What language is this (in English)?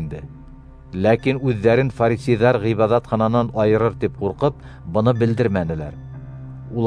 Bashkir